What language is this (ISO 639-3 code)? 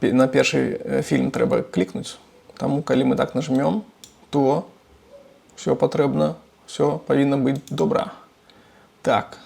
bel